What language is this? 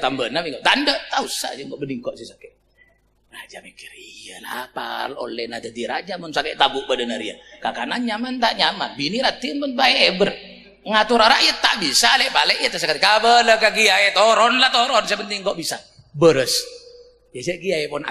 Madurese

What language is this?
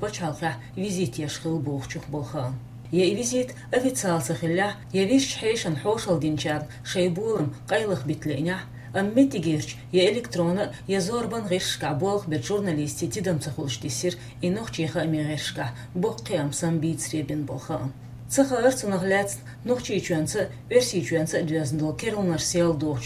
Chechen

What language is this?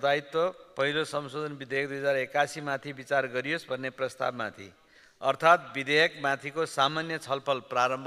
Nepali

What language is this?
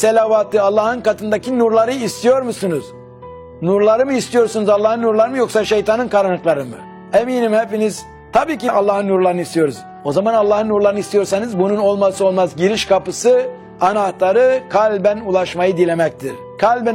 Turkish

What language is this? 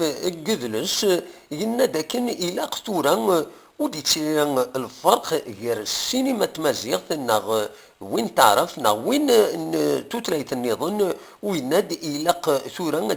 Kabyle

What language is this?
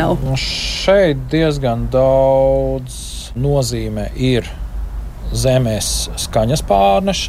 Latvian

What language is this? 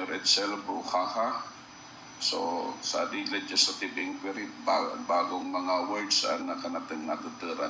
Bikol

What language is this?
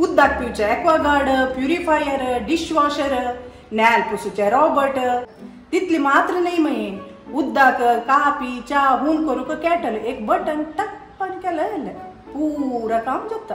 Konkani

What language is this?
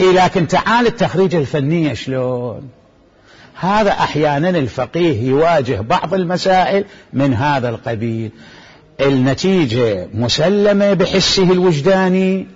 Mesopotamian Arabic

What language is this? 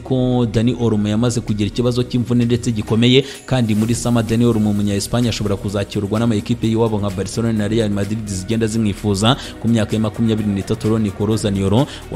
Kinyarwanda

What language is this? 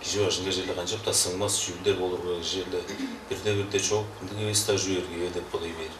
Tuvinian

